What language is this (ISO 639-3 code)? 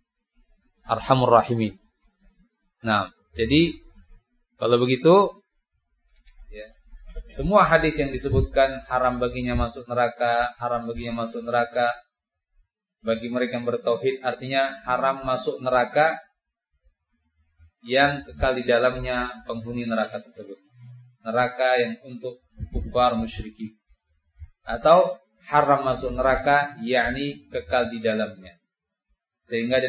ind